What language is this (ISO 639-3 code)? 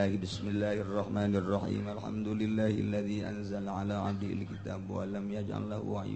sun